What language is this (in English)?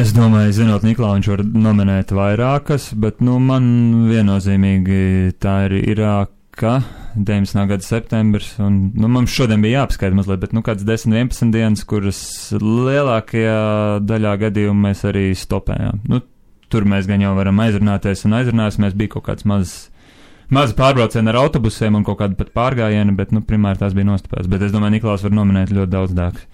Latvian